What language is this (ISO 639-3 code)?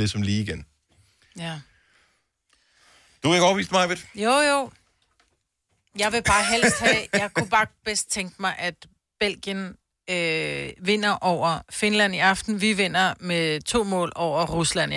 dan